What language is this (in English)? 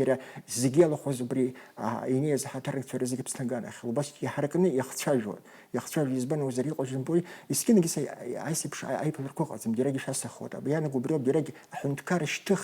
Abkhazian